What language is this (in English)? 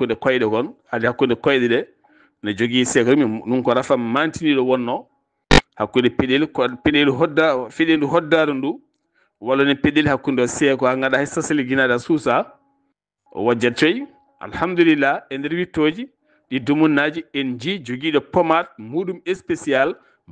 Fula